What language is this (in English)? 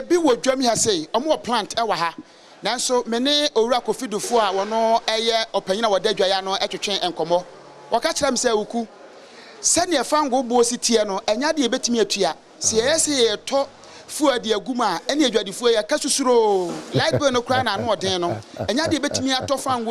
Akan